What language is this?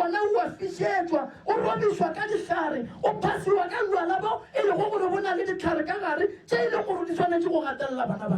Northern Sotho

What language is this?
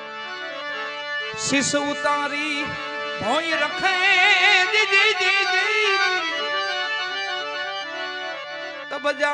Gujarati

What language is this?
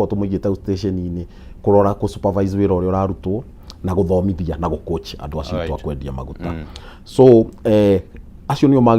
Kikuyu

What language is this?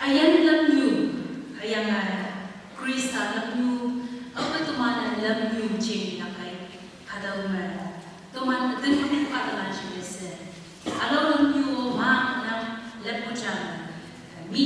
Konyak Naga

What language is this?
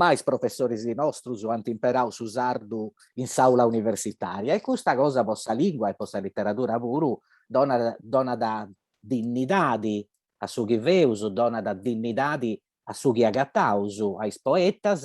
Sardinian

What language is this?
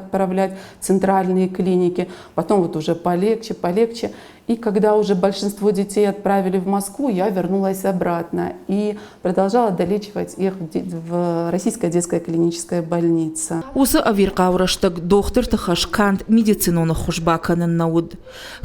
Ossetic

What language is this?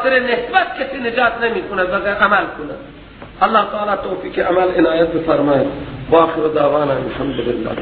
Persian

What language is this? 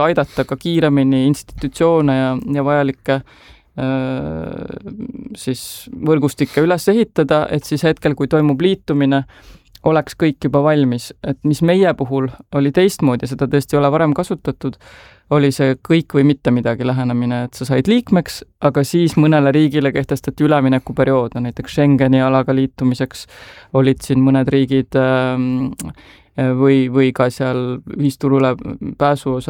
Estonian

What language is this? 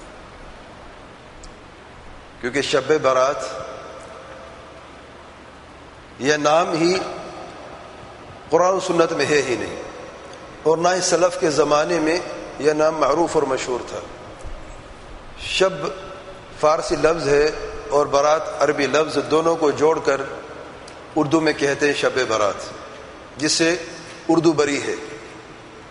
Urdu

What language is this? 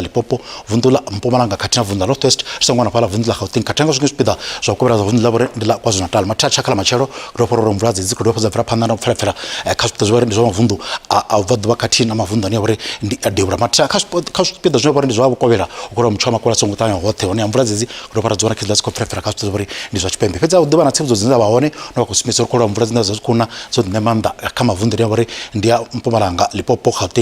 Venda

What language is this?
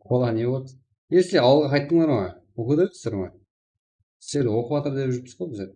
Kara-Kalpak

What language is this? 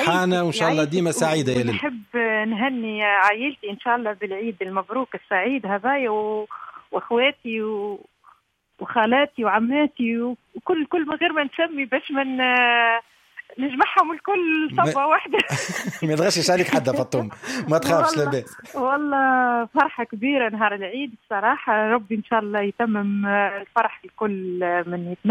Tunisian Arabic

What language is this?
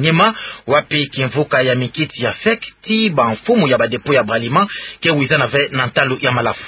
Kituba (Democratic Republic of Congo)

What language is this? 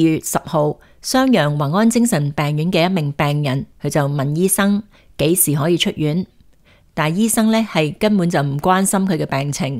Cantonese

